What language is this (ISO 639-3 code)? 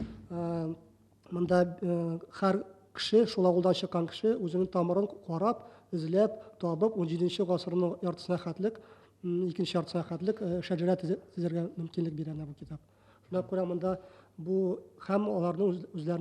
tat